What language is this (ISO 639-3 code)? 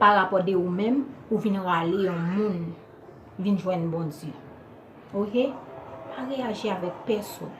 hat